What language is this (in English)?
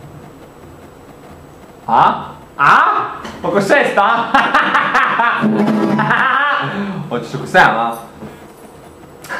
Serbian